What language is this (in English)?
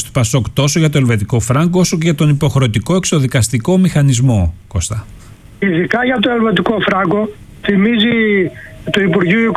Greek